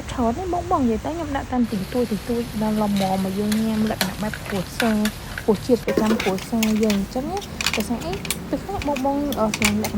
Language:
Khmer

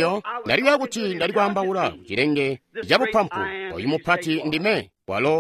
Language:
Tonga (Zambia)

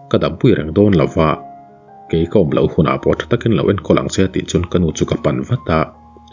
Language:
Mizo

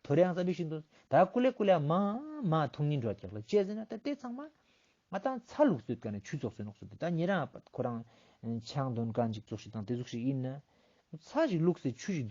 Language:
Ladakhi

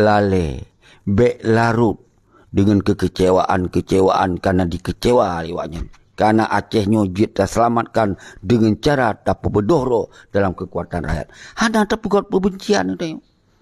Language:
Achinese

